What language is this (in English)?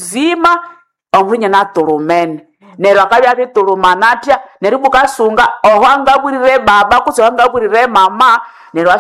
Nande